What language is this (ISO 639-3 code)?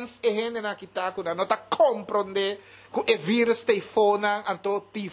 pap